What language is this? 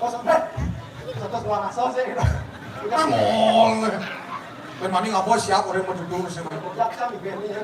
Balinese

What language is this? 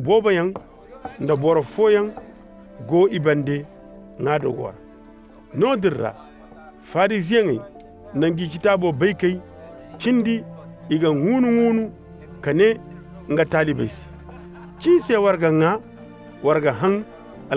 Koyraboro Senni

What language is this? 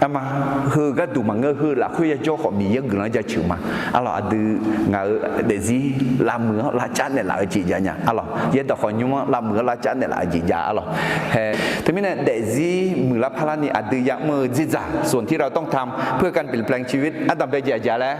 Akha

